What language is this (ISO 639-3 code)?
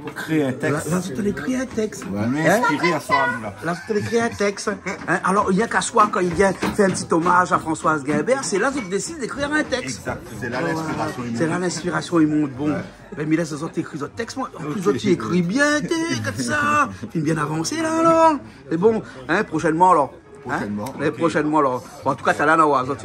rcf